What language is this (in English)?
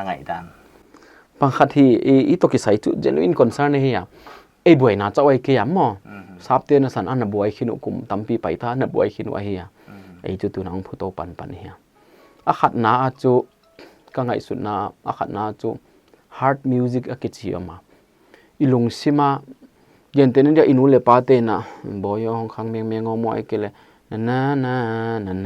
Paite Chin